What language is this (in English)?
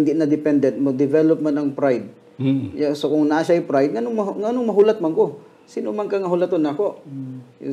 Hiligaynon